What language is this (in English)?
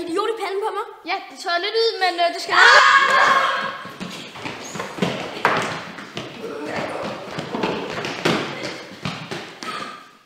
Danish